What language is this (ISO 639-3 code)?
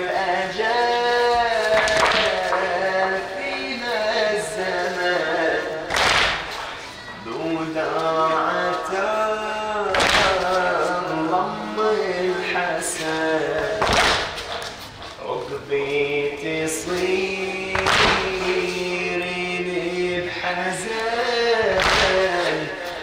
ara